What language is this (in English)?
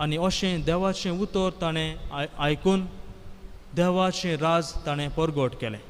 Konkani